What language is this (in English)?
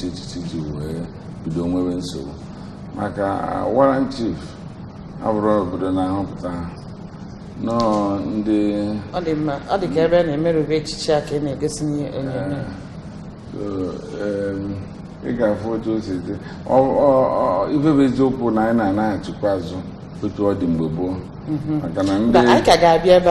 Igbo